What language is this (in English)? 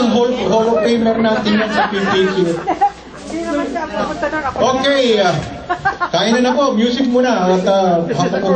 Filipino